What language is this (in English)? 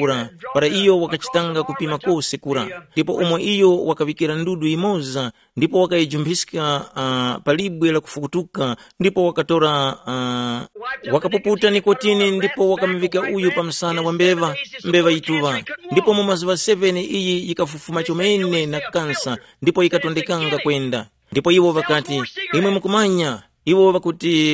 Tumbuka